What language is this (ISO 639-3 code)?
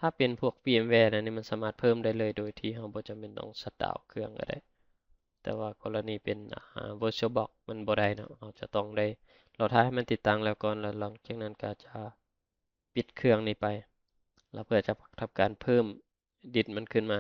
lao